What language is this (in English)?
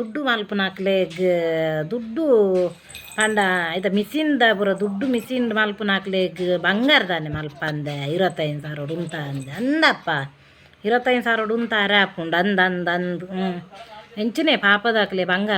Tulu